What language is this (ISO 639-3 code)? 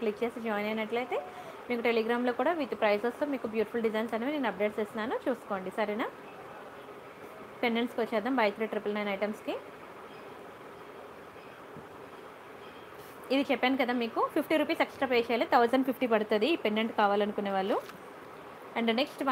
tel